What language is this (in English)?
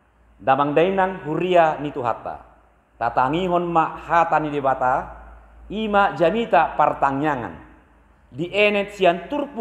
Batak Toba